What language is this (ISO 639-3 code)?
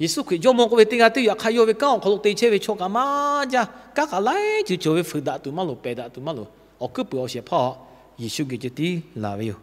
lhu